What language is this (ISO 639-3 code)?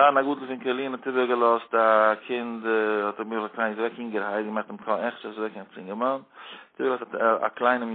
yid